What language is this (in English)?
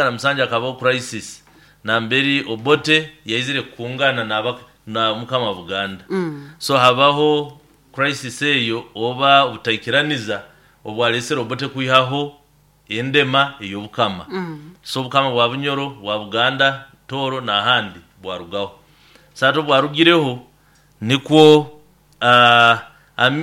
Nyoro